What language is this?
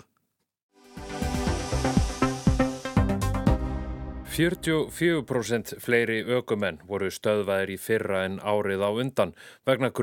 Icelandic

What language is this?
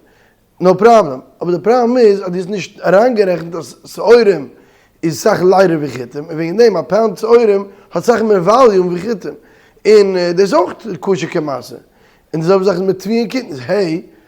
Yiddish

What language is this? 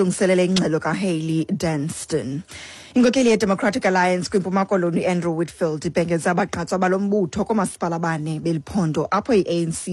Xhosa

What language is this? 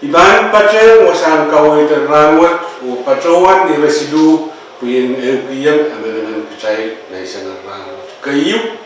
Pohnpeian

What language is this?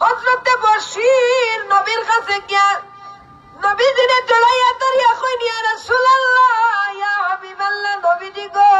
Sylheti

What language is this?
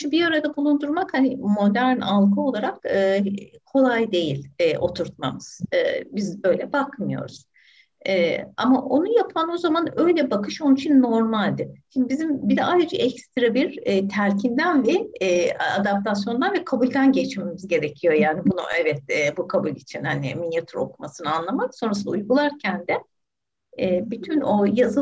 Turkish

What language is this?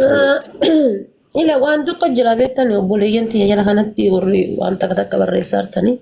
Oromo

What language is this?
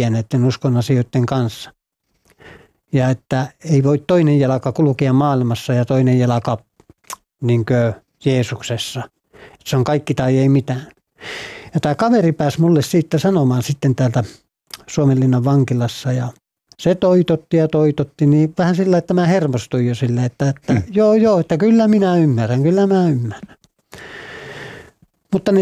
Finnish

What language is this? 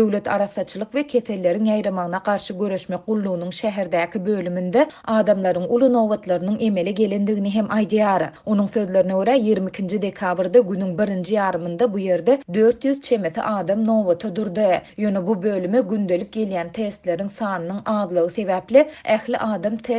Turkmen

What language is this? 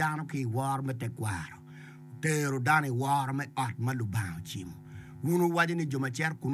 Acoli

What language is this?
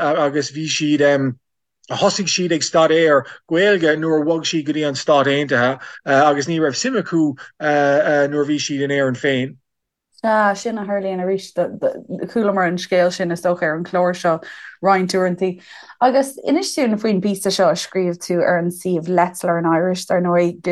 Irish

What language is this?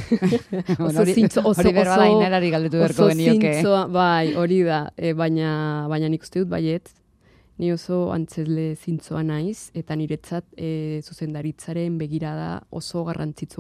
Basque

